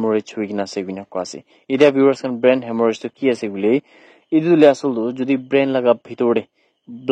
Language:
Naga Pidgin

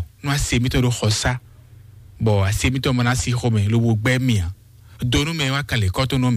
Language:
Fon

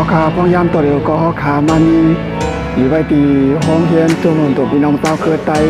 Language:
Shan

